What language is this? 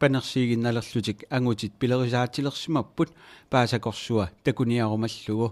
Kalaallisut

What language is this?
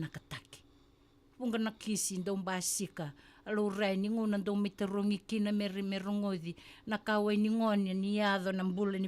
Fijian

